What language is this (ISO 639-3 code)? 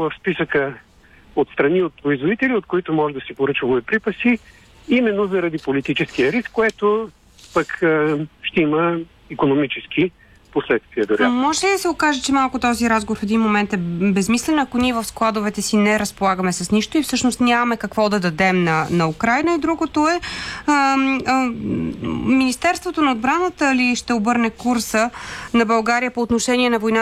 bul